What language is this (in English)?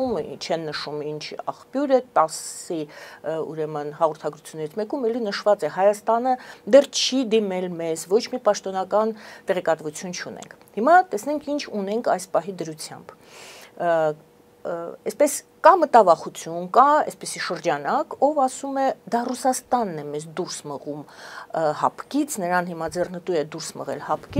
Armenian